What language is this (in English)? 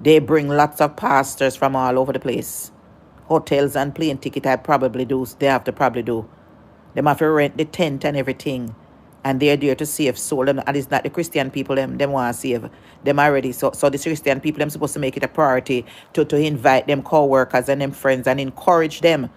Jamaican Creole English